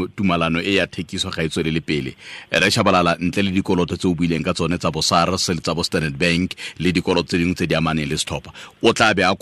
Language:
Tswana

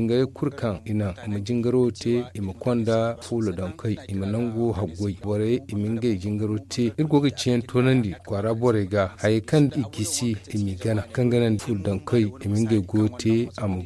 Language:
Zarma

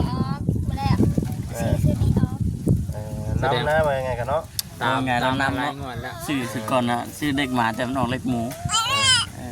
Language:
Lao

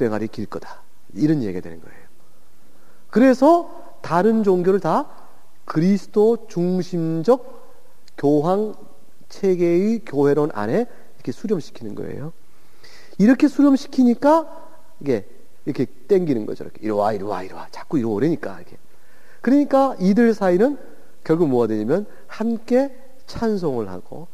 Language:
Korean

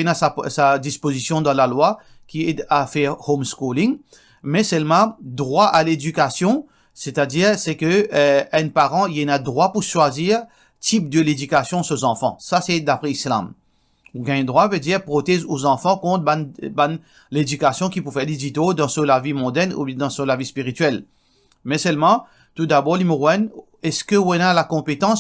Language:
Morisyen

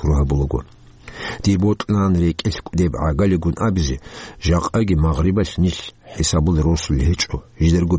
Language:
Avaric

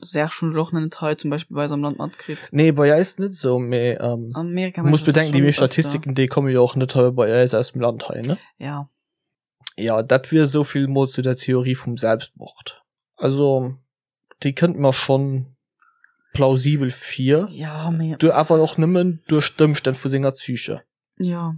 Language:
Luxembourgish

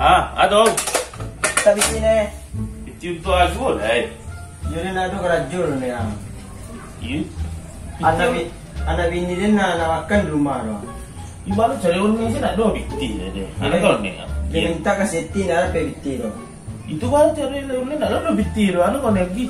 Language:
Minangkabau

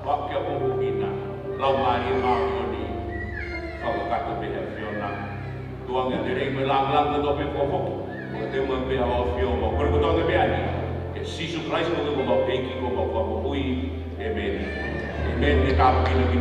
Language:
Tongan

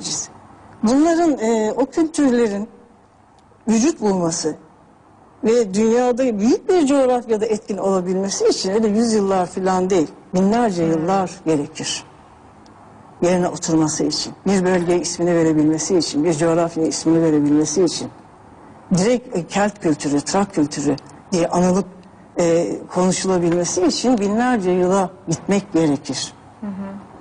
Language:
Turkish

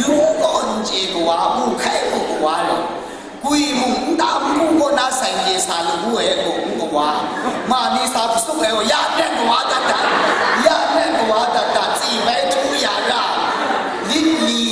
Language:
Kachin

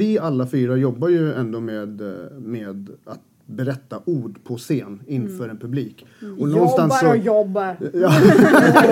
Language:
Swedish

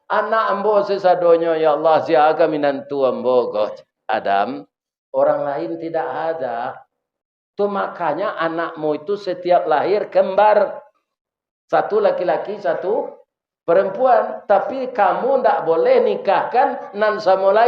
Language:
Minangkabau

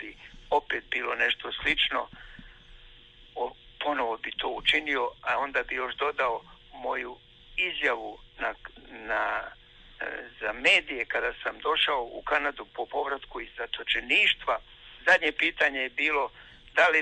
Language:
Croatian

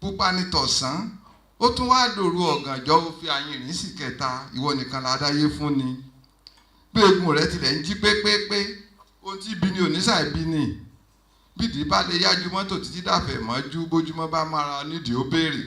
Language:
Yoruba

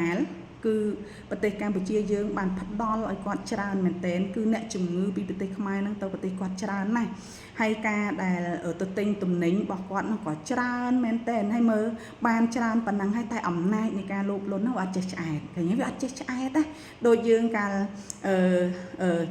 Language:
Khmer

